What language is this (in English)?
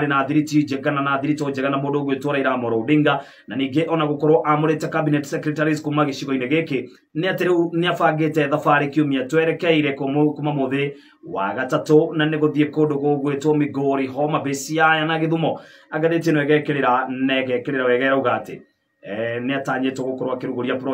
Kikuyu